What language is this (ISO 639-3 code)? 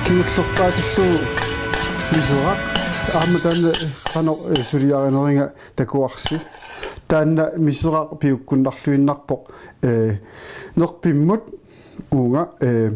kal